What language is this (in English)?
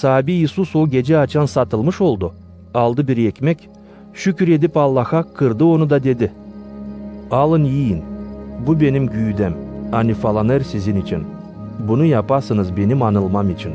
Gagauz